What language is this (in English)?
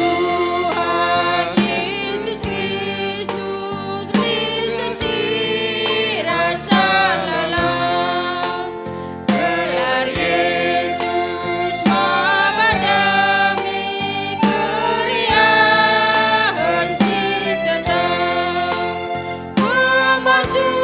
Batak Karo